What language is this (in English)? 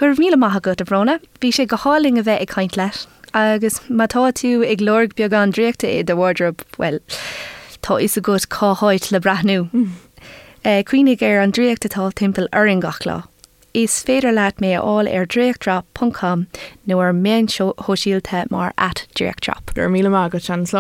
Irish